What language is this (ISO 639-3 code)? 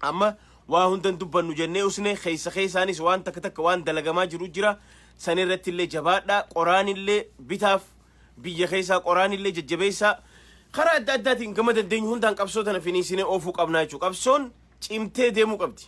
orm